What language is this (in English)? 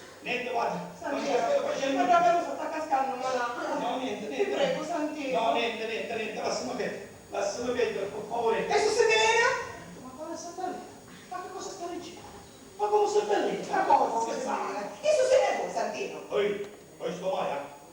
Sicilian